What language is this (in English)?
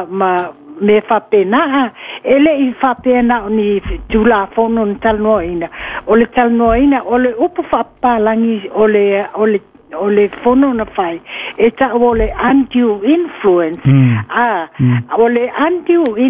Samoan